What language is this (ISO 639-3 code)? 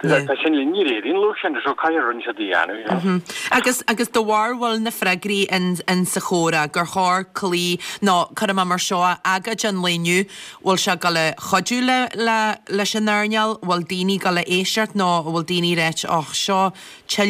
gle